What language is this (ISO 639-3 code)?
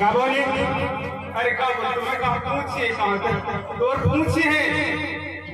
hne